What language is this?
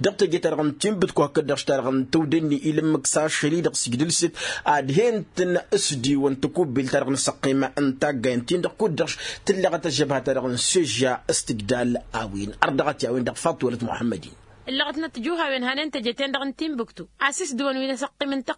Tamasheq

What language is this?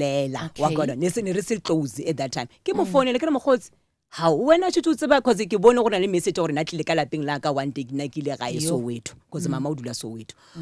Northern Sotho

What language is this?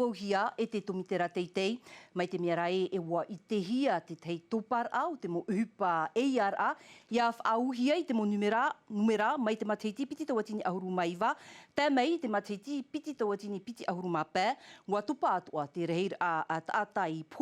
Tahitian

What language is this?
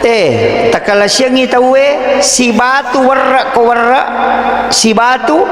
Buginese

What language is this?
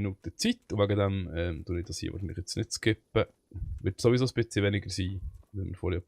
Swiss German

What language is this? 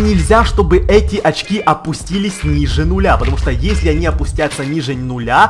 Russian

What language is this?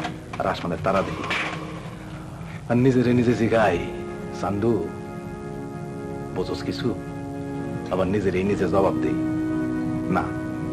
Bangla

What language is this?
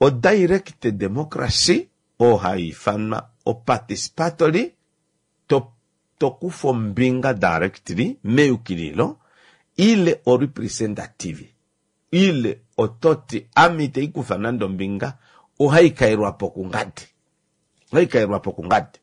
Kuanyama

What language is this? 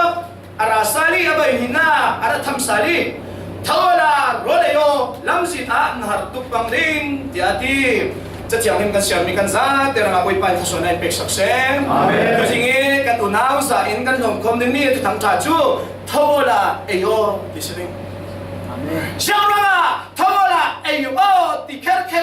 Falam Chin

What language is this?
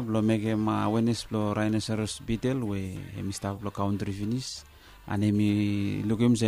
Bislama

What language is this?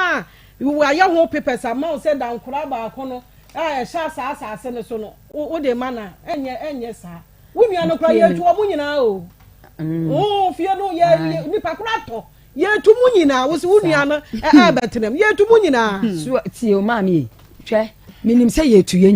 Akan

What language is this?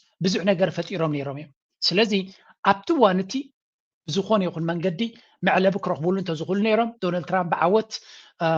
Tigrinya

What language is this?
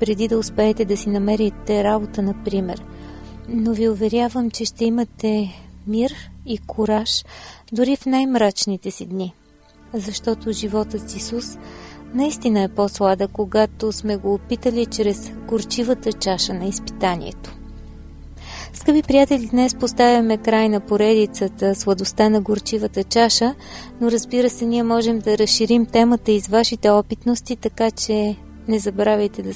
Bulgarian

